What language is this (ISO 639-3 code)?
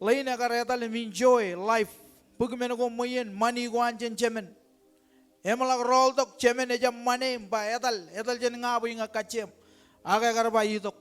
mah